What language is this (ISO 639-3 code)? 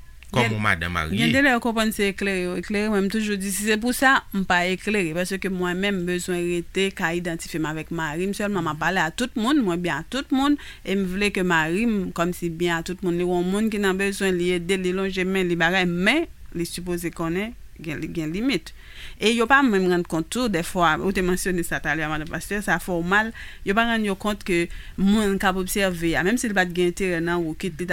hat